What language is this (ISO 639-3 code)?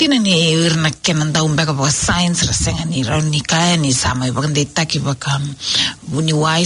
fij